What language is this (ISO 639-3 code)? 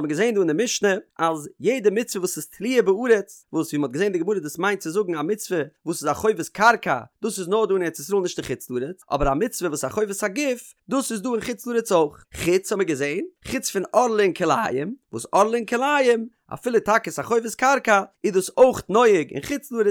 yid